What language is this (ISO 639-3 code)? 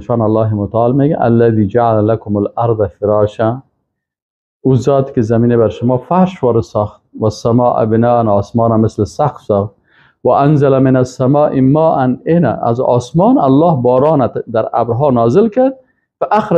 fas